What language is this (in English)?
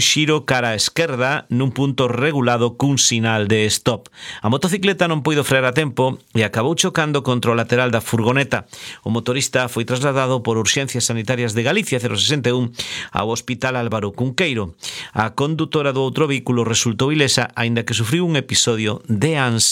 Galician